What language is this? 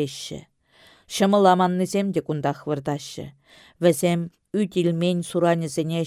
Chuvash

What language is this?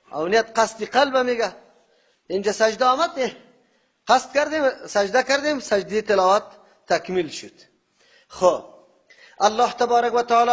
Persian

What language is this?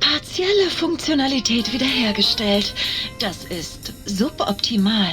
Bavarian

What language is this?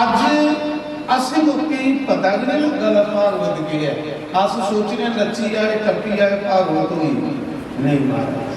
Dogri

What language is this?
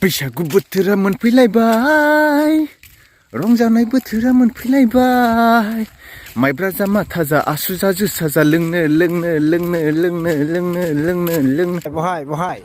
Bodo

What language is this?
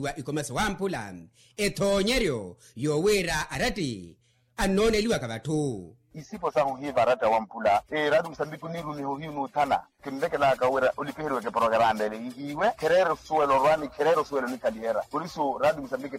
Makhuwa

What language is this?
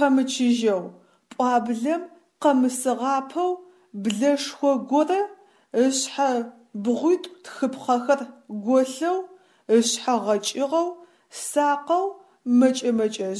Adyghe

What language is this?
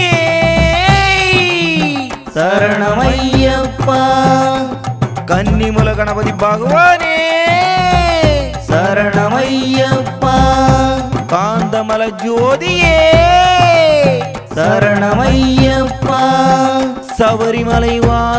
Tamil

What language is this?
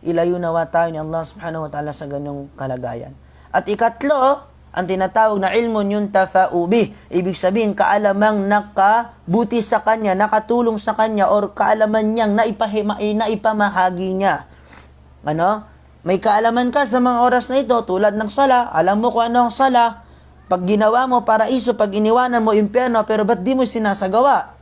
Maranao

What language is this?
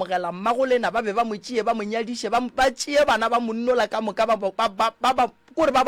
Northern Sotho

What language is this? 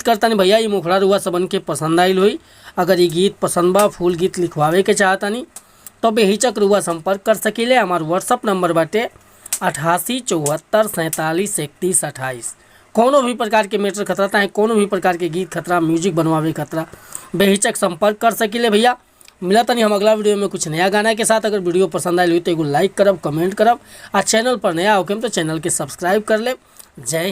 Bhojpuri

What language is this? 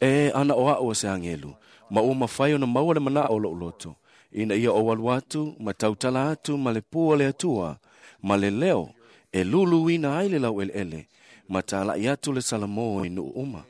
Samoan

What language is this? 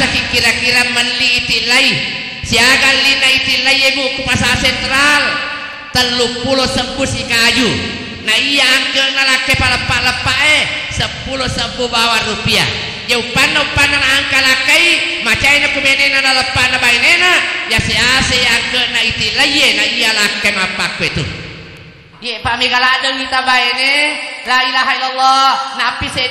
Buginese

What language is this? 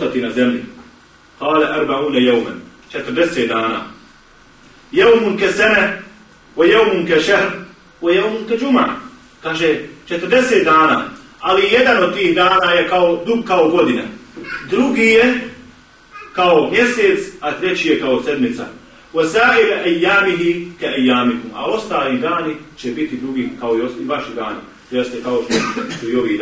Bosnian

